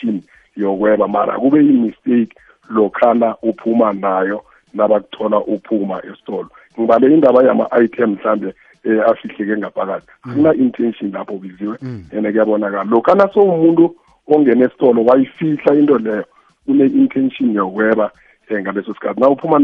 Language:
South Ndebele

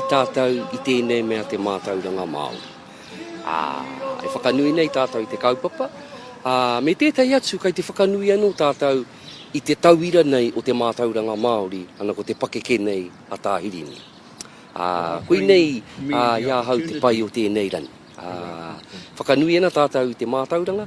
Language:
Māori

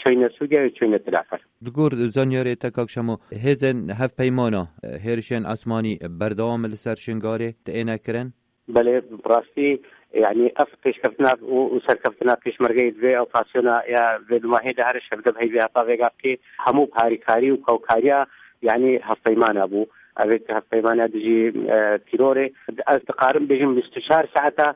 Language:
Kurdish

